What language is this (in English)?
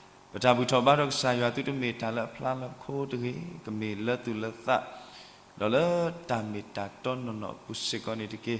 S'gaw Karen